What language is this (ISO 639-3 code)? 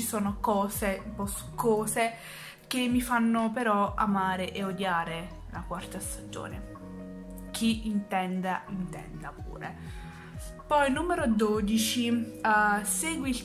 ita